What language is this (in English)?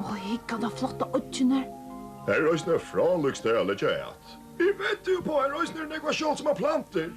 Faroese